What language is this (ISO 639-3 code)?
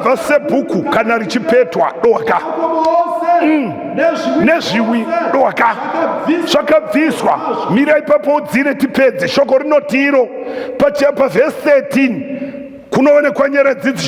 sna